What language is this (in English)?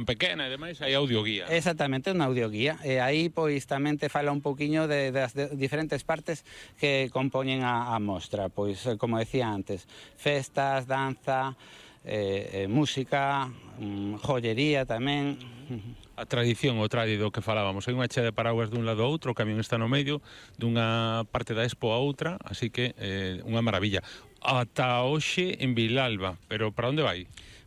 Galician